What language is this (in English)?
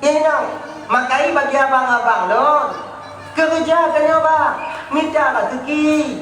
Achinese